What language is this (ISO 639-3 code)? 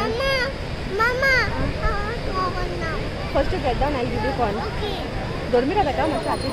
kok